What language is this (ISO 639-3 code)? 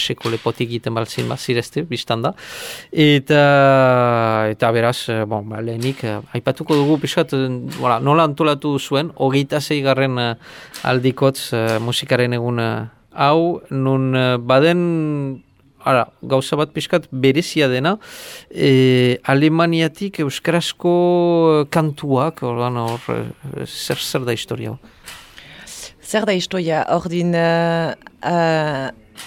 eus